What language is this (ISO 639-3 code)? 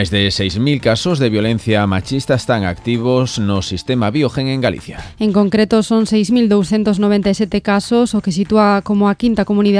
glg